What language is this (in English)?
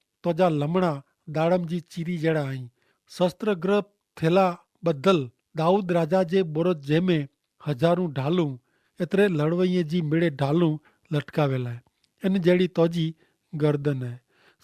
Kachhi